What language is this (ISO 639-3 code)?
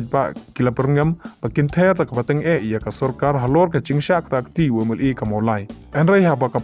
kha